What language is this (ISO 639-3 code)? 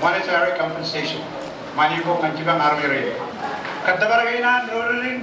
mah